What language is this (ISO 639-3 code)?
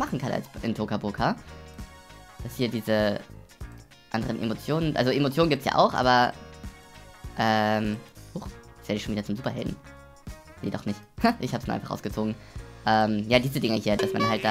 deu